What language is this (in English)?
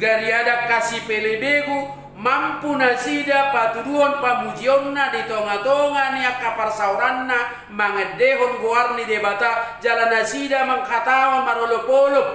Batak Toba